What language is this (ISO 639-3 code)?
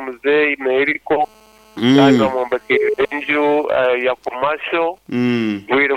nyo